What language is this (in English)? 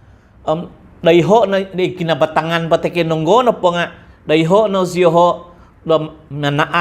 Central Dusun